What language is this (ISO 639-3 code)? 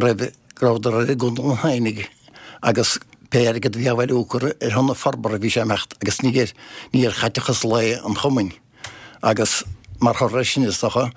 gle